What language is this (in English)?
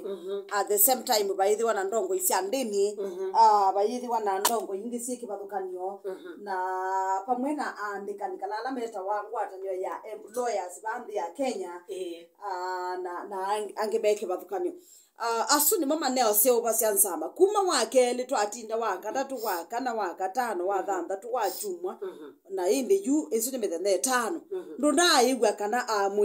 Kamba